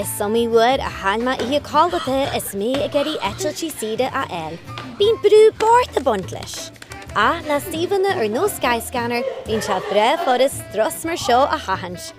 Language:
Irish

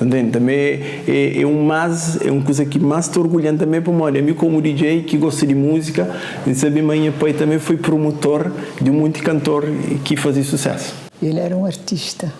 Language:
Kabuverdianu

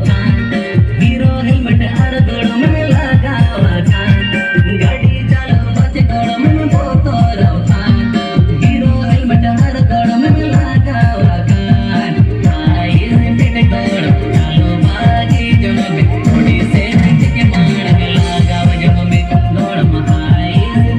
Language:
Santali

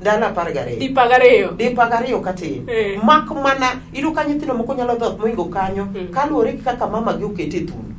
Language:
Luo (Kenya and Tanzania)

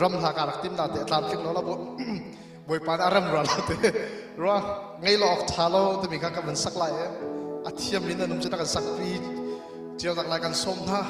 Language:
Hakha Chin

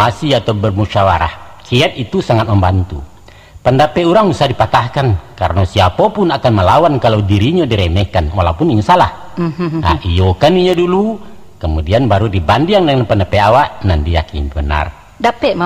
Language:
Minangkabau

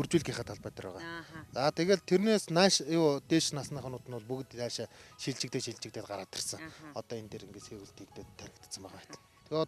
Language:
Mongolian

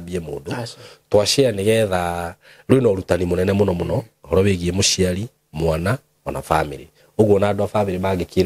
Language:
Kikuyu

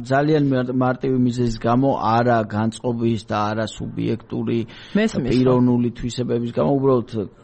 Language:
Georgian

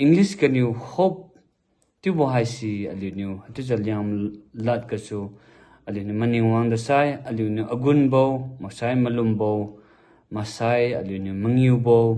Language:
Liangmai Naga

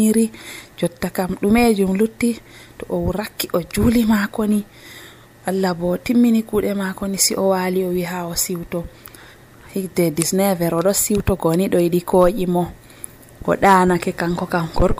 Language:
Nigerian Fulfulde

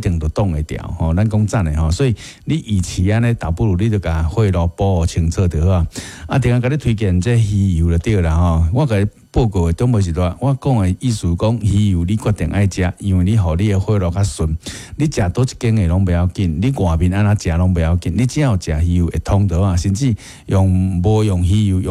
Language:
Min Nan Chinese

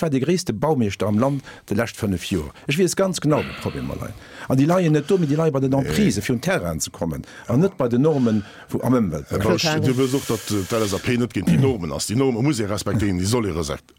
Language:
Luxembourgish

